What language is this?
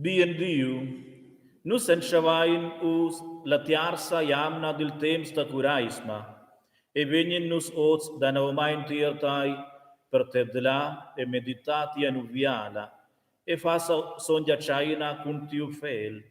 Romansh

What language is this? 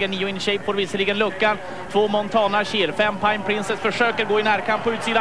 Swedish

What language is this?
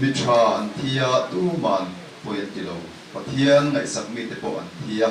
Mizo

